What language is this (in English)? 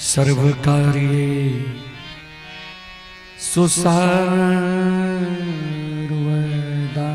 Maithili